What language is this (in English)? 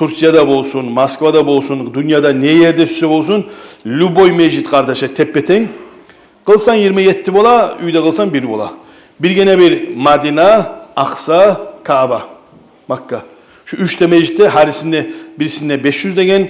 Kumyk